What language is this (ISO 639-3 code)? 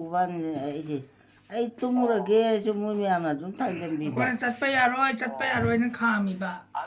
mni